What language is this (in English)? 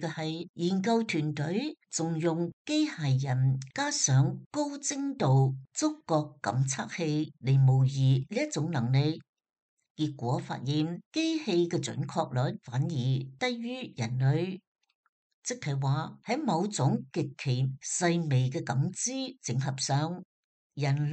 Cantonese